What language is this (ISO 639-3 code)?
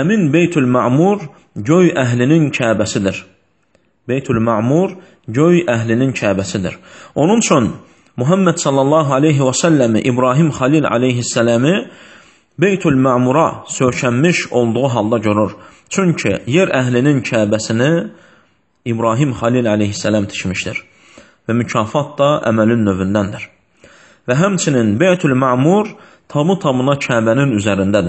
aze